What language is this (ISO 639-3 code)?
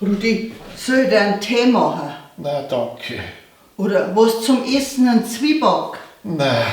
bar